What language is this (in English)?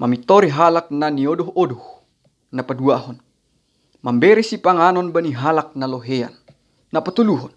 Batak Simalungun